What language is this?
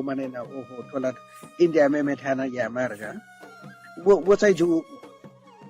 Newari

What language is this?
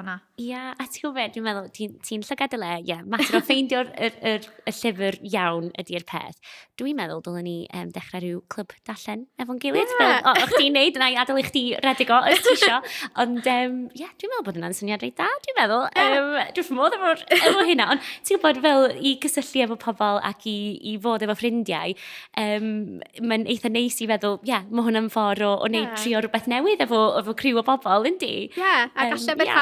Welsh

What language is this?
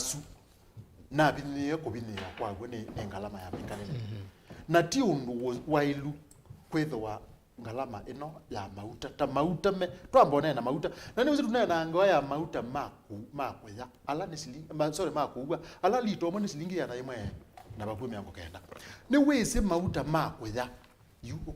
Kamba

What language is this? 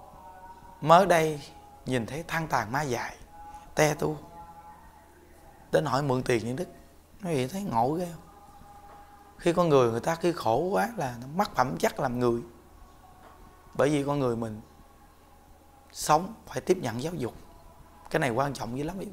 Vietnamese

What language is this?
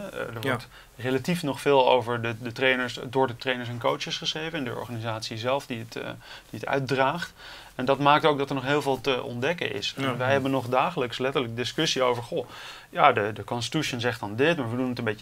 Dutch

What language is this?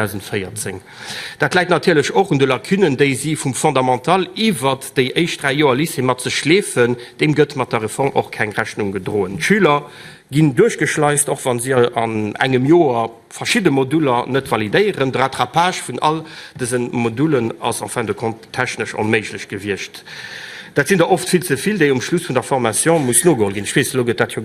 Luxembourgish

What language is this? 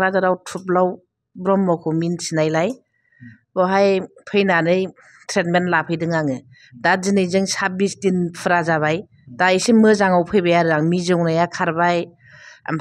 Bodo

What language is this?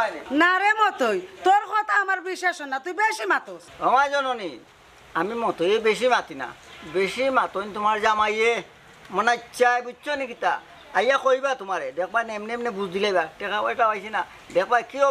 Sylheti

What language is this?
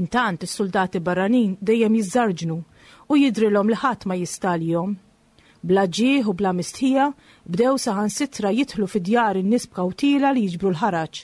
Maltese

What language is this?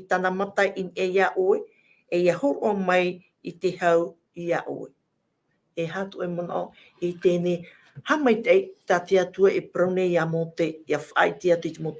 Tahitian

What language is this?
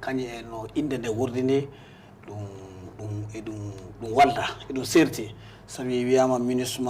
Fula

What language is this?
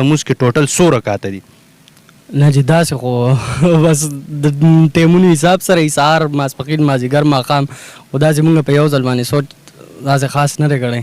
Pashto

